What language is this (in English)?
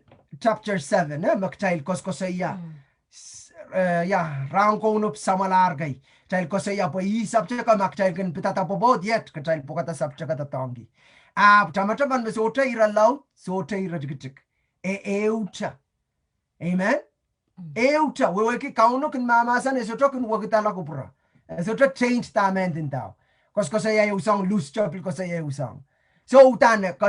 Pohnpeian